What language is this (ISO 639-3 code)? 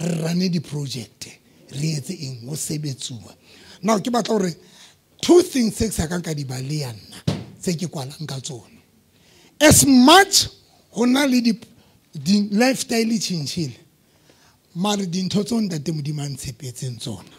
sot